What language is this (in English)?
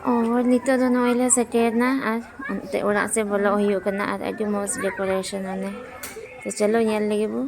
Santali